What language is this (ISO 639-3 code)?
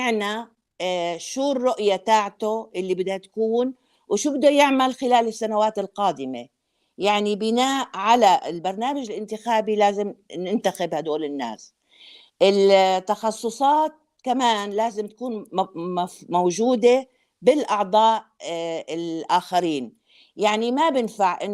apc